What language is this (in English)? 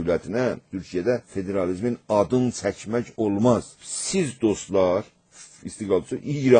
South Azerbaijani